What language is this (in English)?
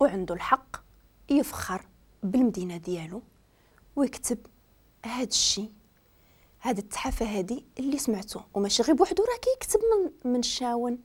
Moroccan Arabic